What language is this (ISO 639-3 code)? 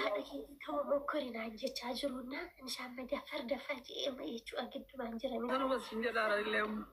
orm